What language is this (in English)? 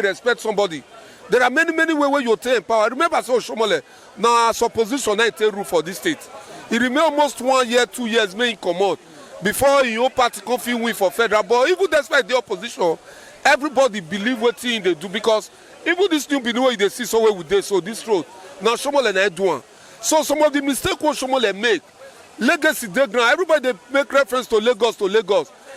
Nigerian Pidgin